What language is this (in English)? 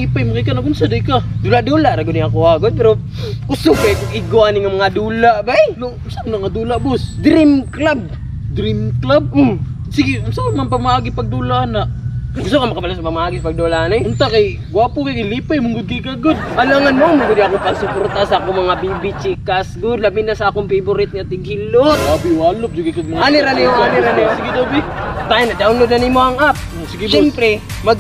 Cebuano